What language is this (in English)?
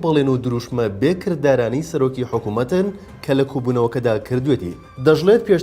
Central Kurdish